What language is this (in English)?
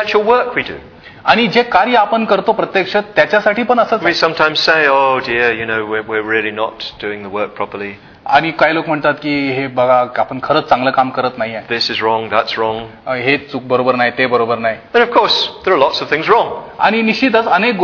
Marathi